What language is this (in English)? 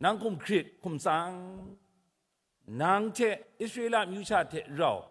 Kachin